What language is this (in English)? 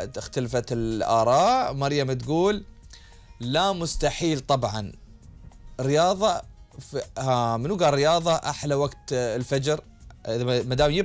Gulf Arabic